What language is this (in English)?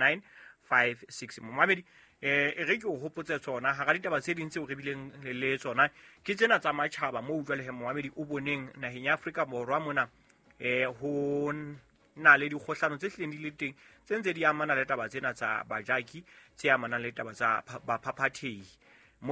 Southern Sotho